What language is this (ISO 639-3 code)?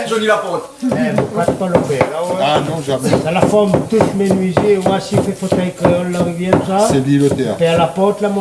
rcf